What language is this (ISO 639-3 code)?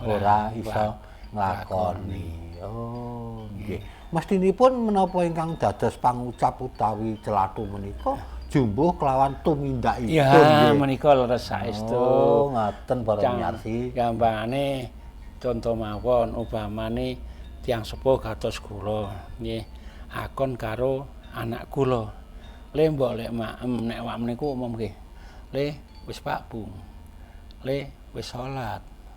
jav